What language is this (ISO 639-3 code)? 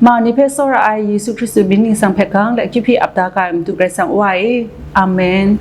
kac